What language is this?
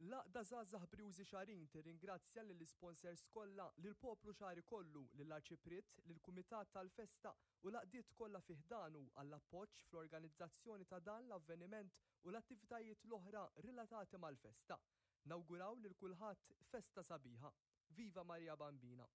Maltese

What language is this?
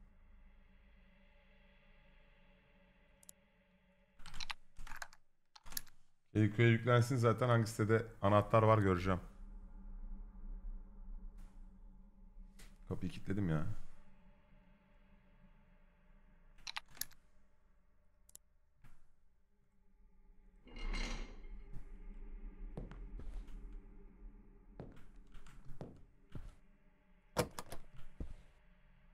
Turkish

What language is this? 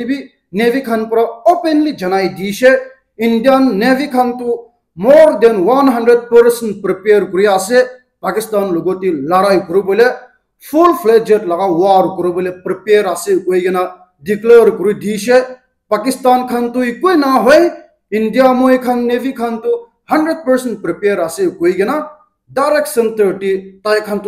Naga Pidgin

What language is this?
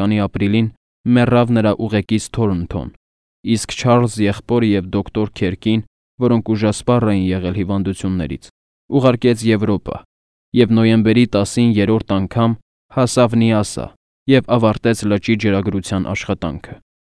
Armenian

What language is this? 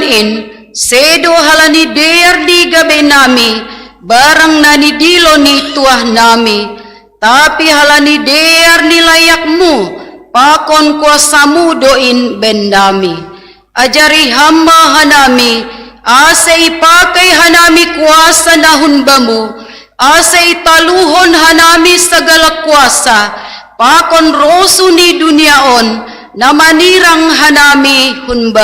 Batak Simalungun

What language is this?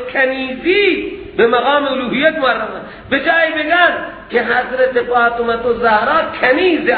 Persian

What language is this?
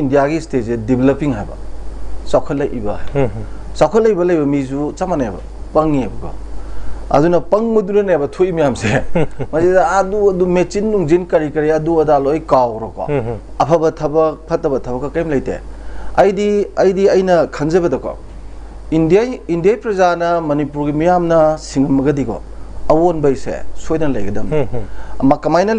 Manipuri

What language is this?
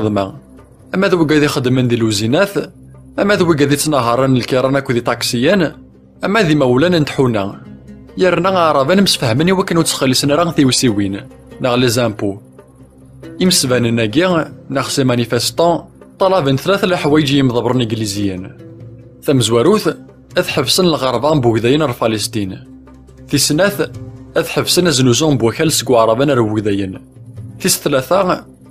Kabyle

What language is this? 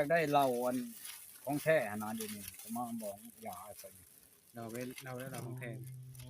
Northeastern Thai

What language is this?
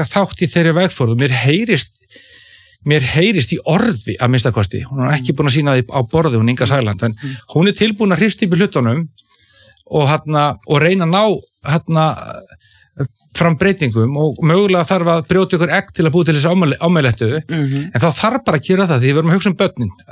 Icelandic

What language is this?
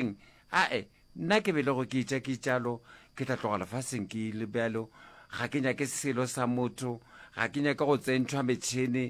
Northern Sotho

